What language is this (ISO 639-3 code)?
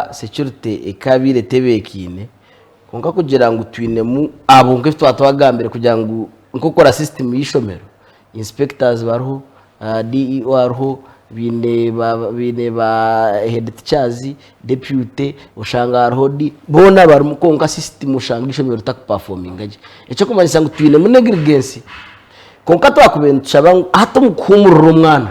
nyn